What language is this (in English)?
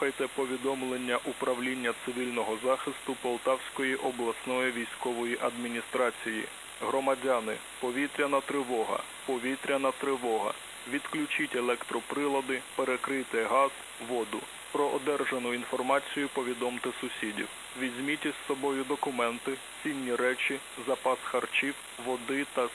Ukrainian